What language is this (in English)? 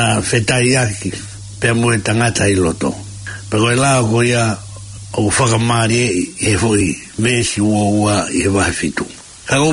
Tongan